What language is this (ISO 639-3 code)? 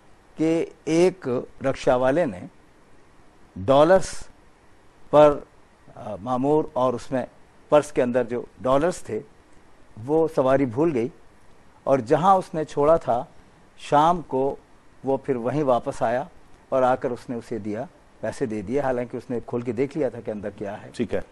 urd